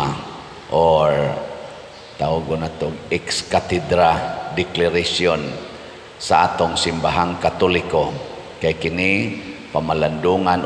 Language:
Cebuano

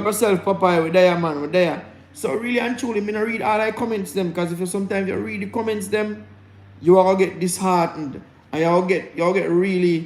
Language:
Jamaican Creole English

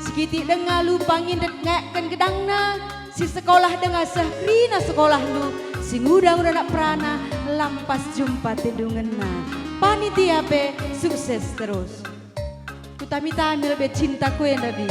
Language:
Batak Karo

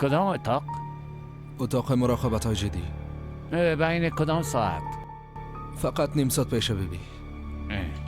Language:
Persian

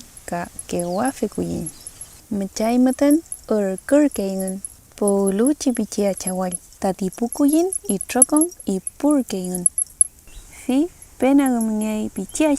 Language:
Mapuche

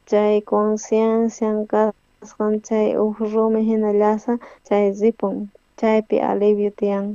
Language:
South Bolivian Quechua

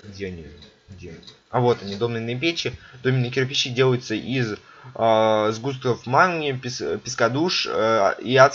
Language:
Russian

